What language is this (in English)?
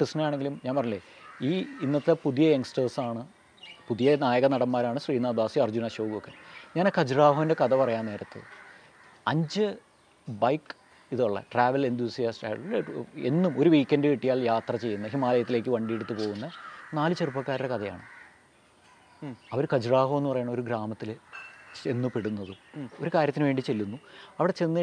Malayalam